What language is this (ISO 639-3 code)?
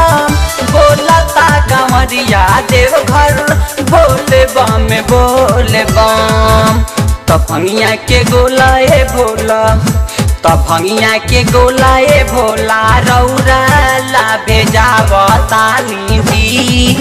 bho